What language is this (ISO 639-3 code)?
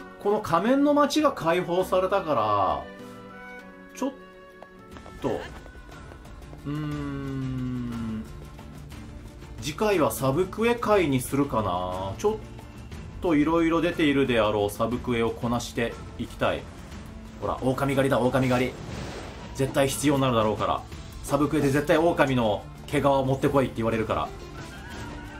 jpn